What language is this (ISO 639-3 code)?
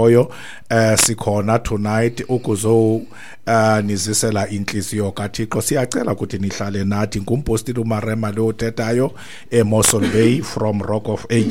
xho